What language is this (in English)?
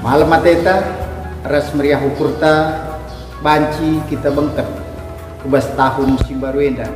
Batak Karo